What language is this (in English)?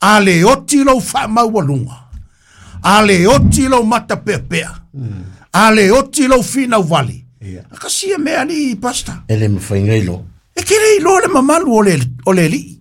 Samoan